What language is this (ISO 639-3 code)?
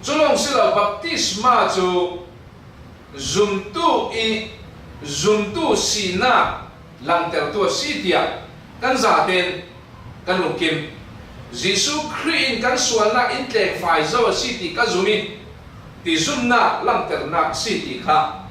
cfm